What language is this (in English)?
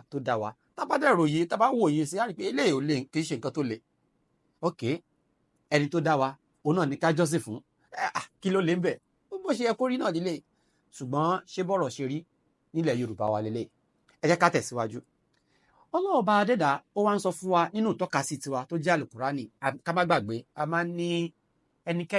Yoruba